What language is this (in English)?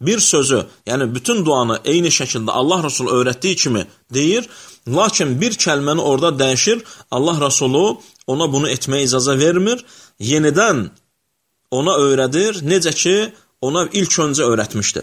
Azerbaijani